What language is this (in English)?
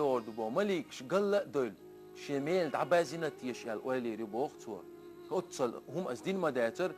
Chechen